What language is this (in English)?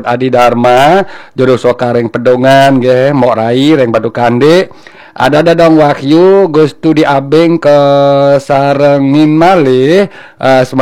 Balinese